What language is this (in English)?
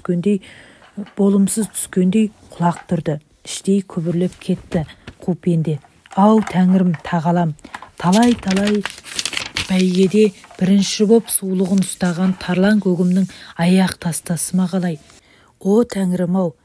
Kazakh